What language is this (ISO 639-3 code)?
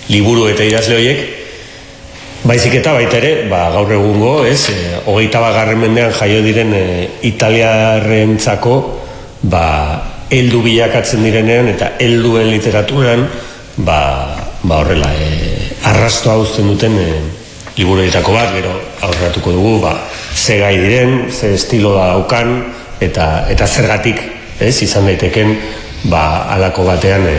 eus